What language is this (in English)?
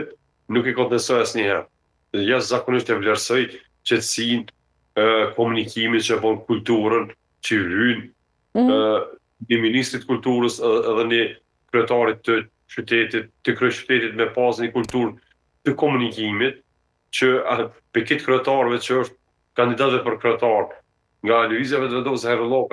Albanian